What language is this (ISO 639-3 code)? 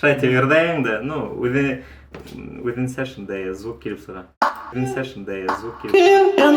bak